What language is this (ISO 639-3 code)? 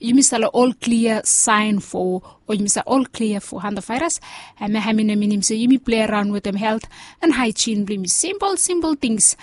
bis